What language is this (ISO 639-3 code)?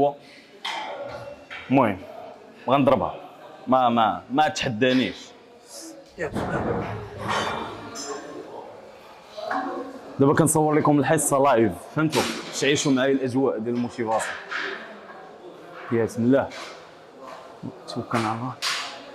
ary